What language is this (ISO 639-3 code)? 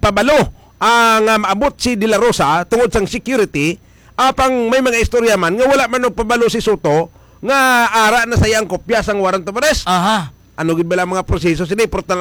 hil